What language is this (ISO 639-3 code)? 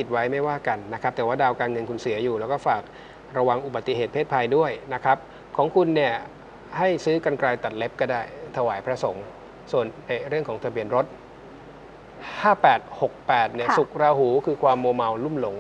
tha